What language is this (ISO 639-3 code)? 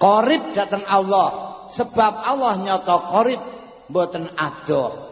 jav